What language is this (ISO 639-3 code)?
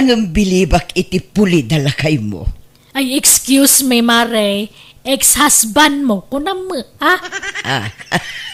ilo